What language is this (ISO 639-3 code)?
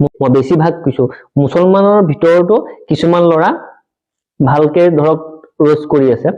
asm